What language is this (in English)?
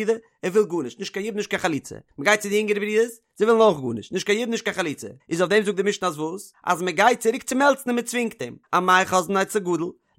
Yiddish